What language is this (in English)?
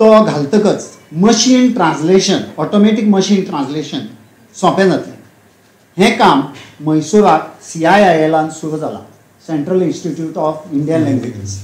Konkani